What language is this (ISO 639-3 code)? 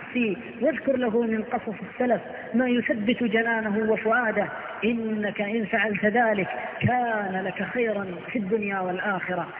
ara